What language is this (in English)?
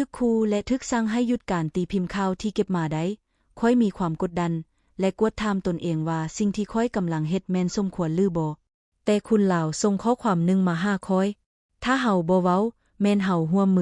Lao